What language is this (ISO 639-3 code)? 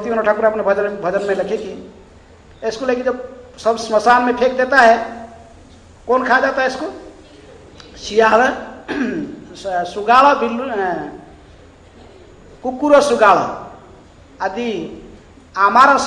hin